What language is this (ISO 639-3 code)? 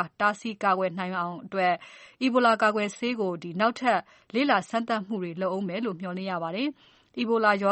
mya